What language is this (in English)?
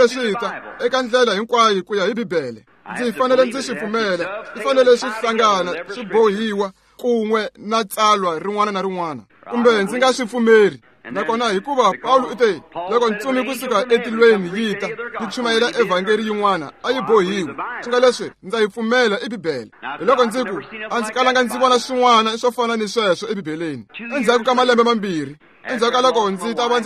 Tsonga